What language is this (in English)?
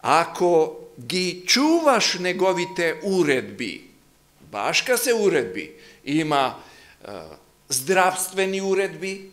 Macedonian